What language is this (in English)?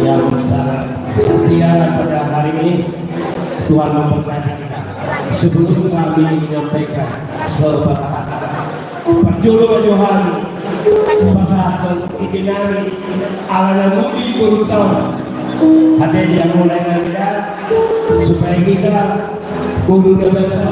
Batak Toba